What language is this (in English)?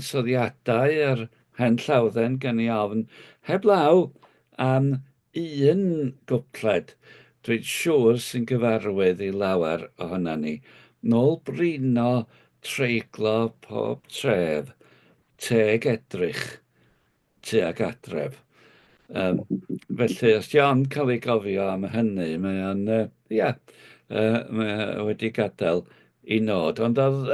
Welsh